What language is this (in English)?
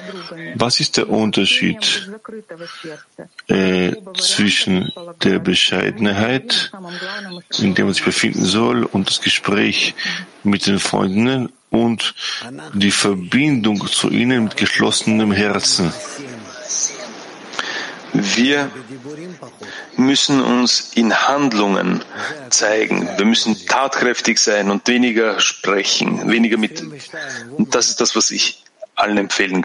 German